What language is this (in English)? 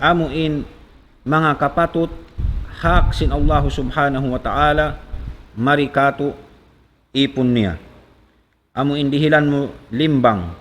Tausug